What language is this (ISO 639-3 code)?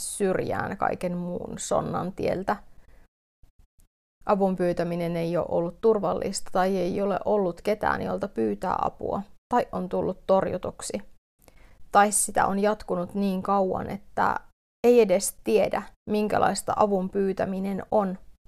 fin